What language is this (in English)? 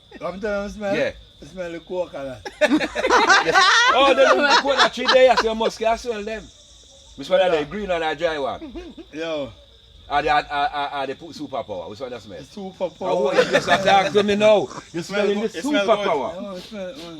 Jamaican Creole English